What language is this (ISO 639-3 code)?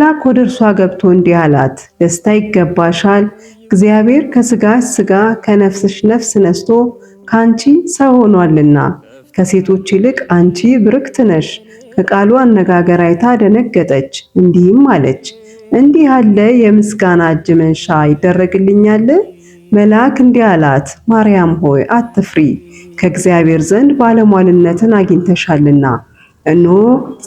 amh